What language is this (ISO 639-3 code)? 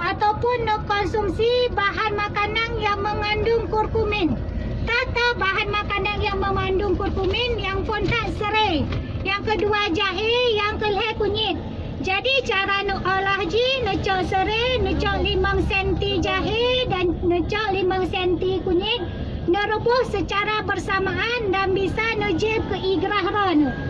ace